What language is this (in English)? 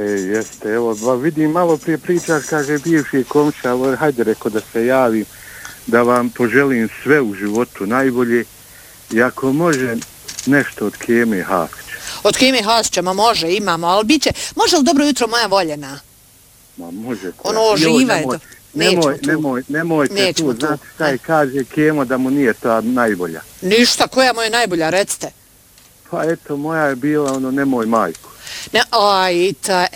Bosnian